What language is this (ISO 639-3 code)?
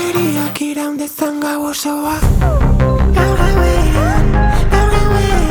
eus